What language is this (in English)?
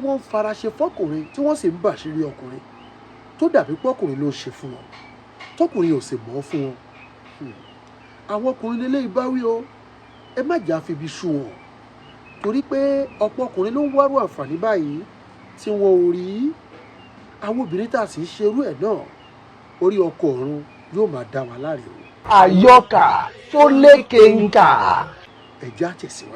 Yoruba